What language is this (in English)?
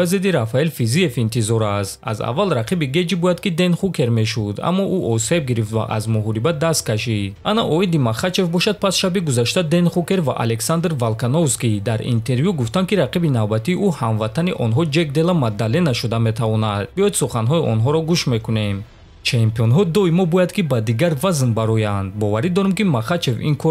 Tajik